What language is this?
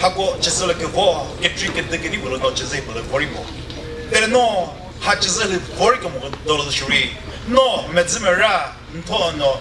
Chokri Naga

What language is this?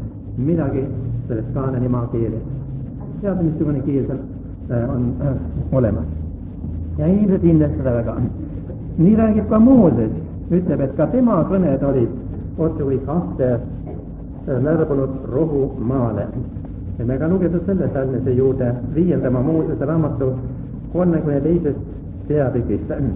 Estonian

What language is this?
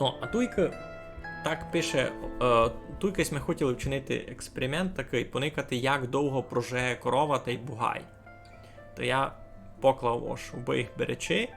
Rusyn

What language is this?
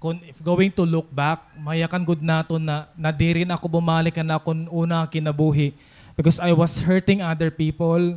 Waray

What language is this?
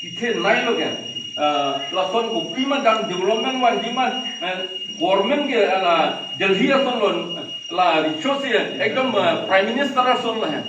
Karbi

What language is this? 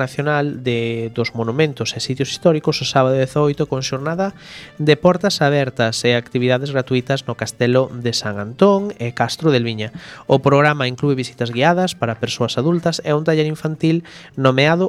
Galician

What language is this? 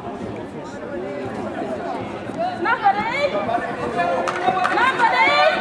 Swedish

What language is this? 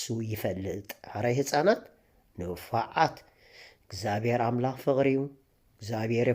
Tigrinya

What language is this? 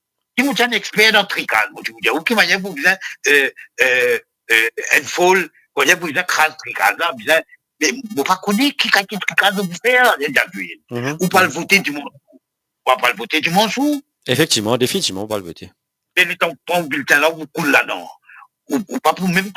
Morisyen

